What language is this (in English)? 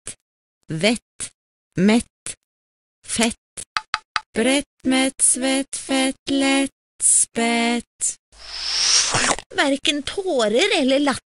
Norwegian